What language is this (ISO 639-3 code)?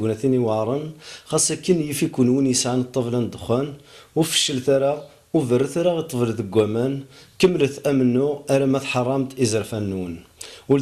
kab